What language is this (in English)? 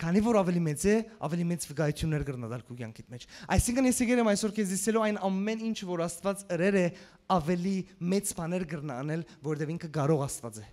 Western Armenian